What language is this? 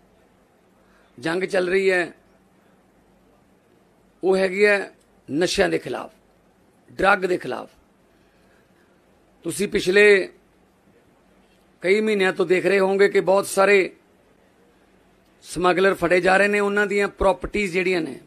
Punjabi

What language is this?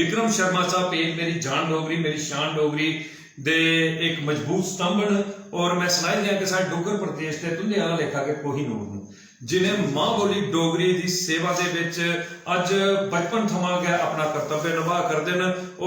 Dogri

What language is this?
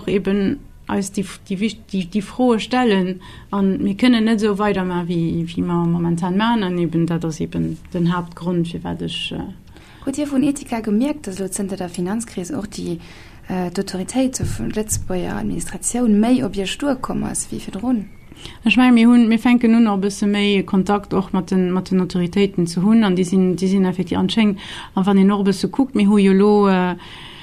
Luxembourgish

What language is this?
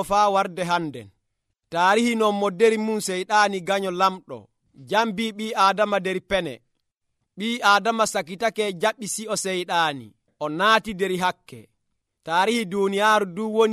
Nigerian Fulfulde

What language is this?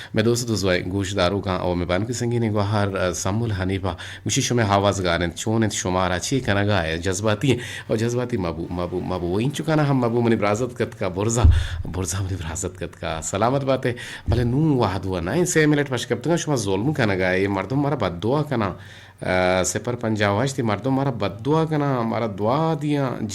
Eastern Balochi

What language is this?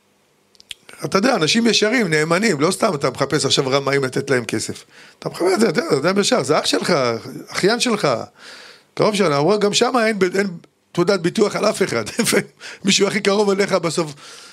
Hebrew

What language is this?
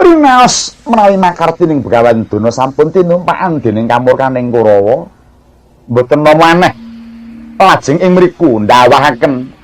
Javanese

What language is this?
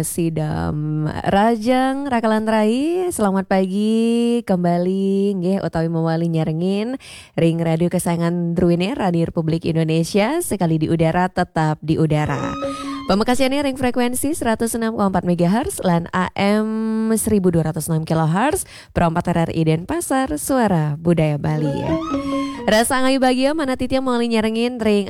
Balinese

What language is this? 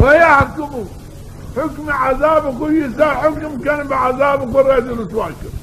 Zaza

